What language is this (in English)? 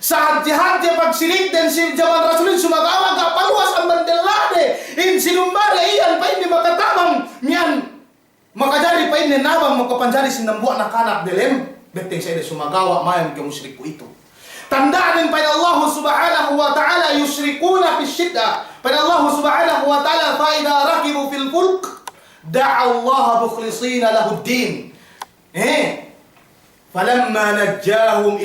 Yakan